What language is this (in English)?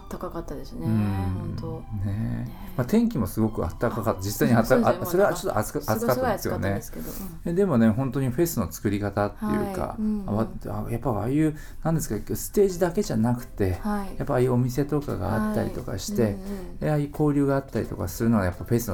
Japanese